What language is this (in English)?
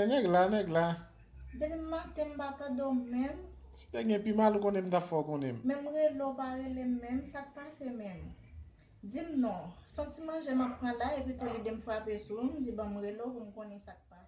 Haitian Creole